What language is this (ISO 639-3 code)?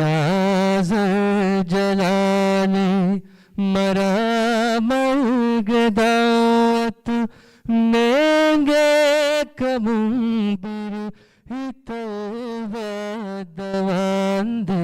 div